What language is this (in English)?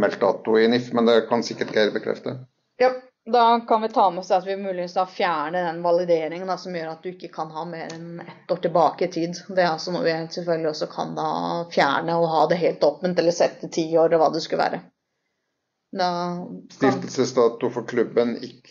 Norwegian